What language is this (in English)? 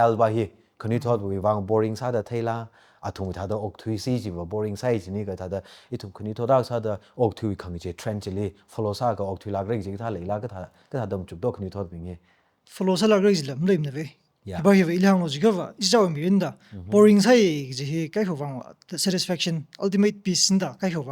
Tangkhul Naga (India)